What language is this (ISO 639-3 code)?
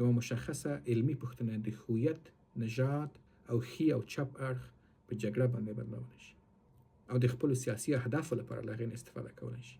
pus